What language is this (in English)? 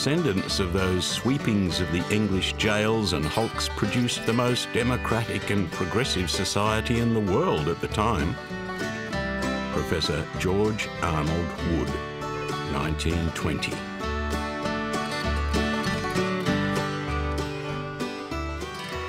English